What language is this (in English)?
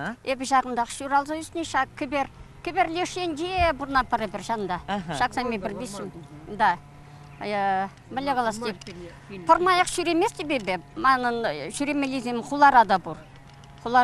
Chuvash